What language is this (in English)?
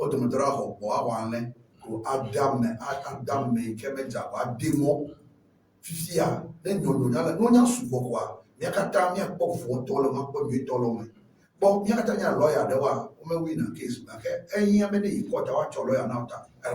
Ewe